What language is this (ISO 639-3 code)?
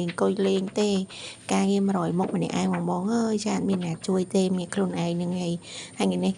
khm